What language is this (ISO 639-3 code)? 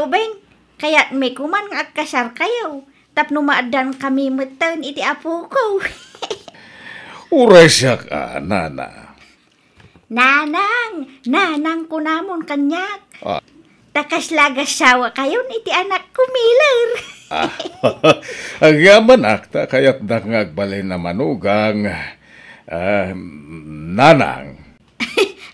ilo